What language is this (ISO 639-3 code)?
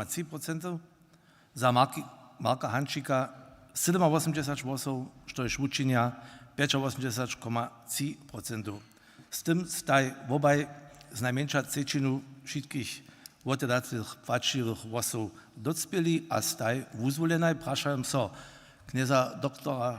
hsb